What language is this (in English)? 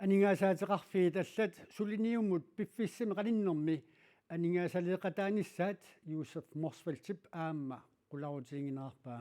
Kalaallisut